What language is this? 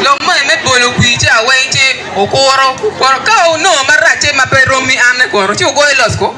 Acoli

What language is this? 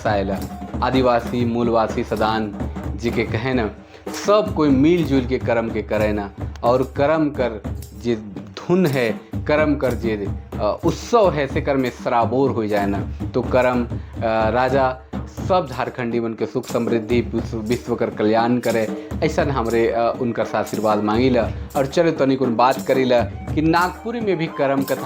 Sadri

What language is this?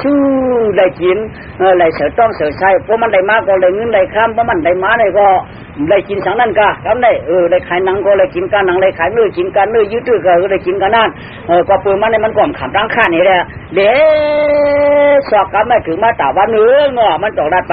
Shan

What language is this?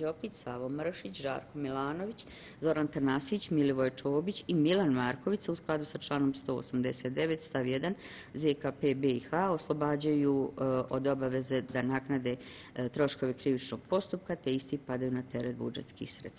Bosnian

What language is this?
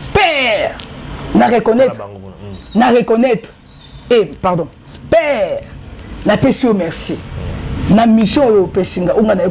Lingala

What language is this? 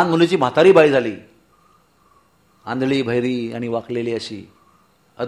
Marathi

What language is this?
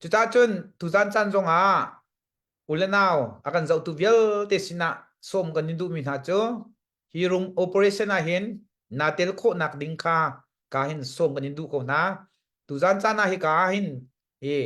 Hakha Chin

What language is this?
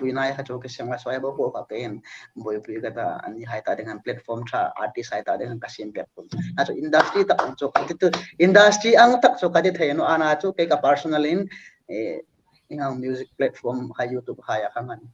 Hmar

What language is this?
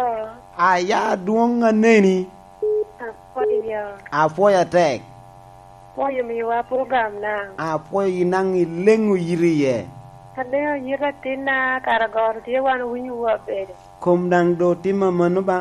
Lango (Uganda)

